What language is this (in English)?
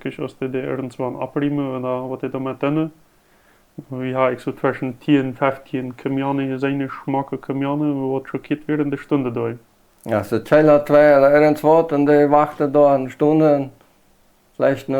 Plautdietsch